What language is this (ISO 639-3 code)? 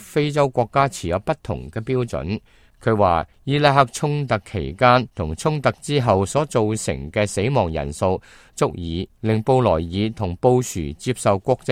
yue